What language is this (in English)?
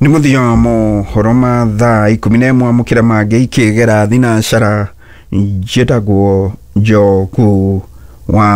Kikuyu